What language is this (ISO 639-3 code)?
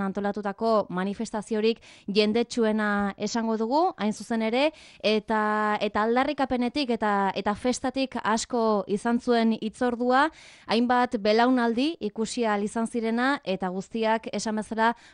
eus